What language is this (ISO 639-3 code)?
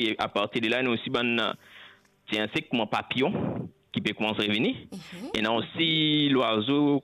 mfe